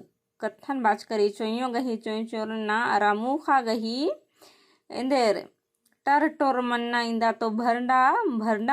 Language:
Kurukh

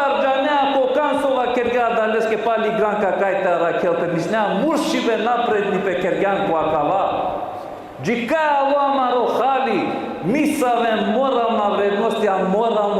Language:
Balkan Romani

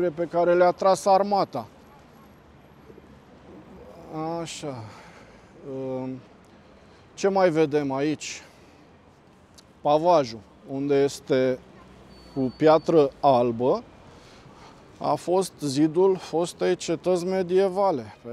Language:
Romanian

